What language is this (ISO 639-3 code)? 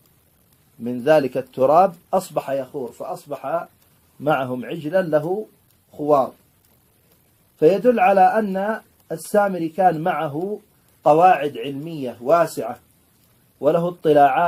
ara